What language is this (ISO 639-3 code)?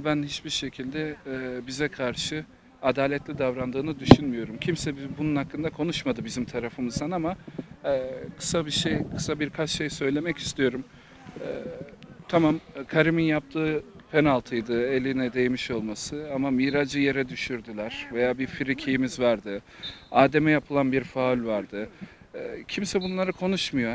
tur